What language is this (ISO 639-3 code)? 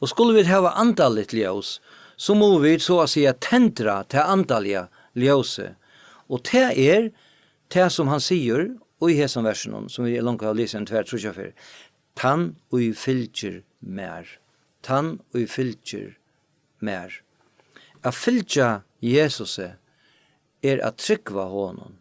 fao